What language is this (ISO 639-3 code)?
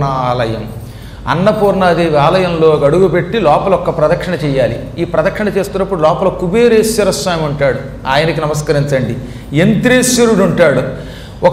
tel